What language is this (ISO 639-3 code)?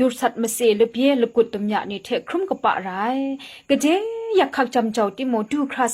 kac